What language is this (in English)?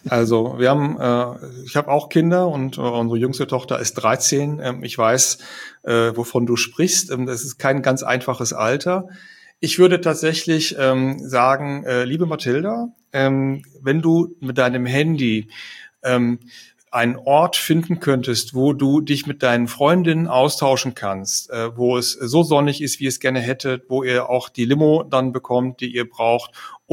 German